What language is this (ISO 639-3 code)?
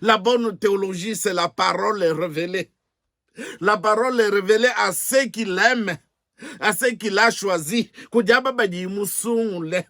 lua